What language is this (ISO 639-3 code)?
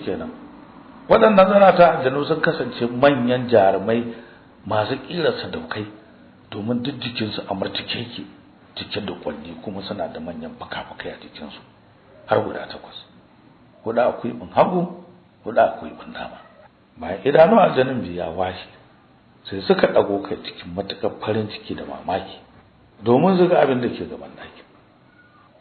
hau